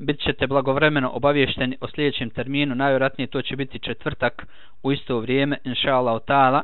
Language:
Bosnian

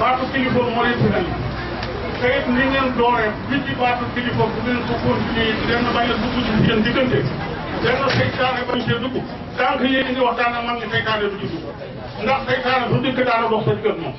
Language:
Wolof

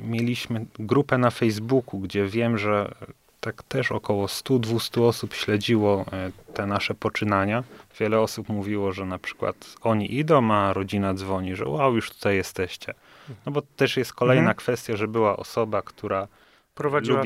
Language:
Polish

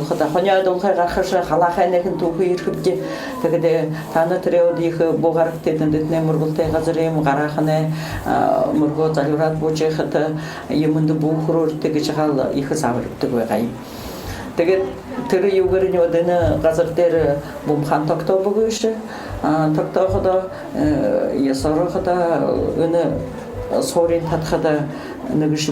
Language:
Buriat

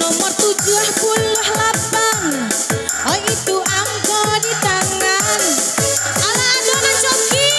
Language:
Minangkabau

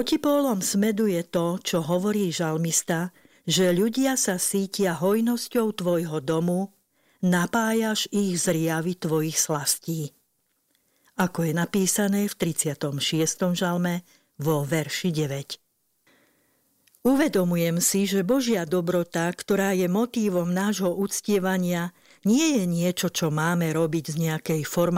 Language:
Slovak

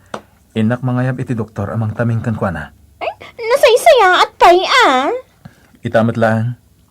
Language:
Iloko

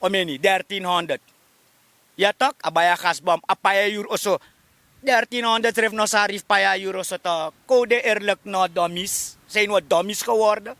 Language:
Sranan Tongo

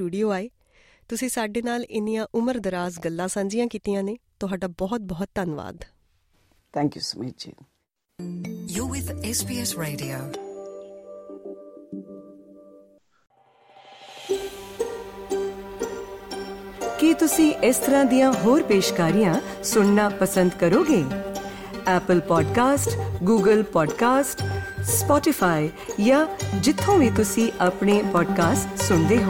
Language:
Punjabi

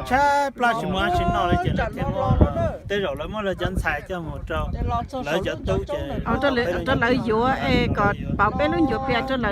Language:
Hmong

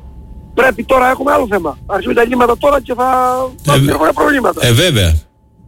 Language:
Greek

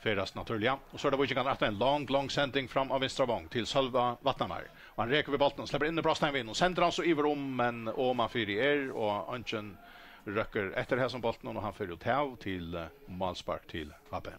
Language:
Faroese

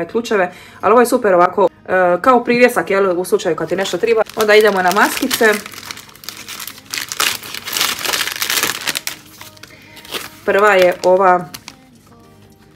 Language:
Croatian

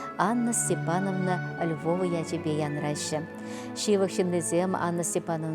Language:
Chuvash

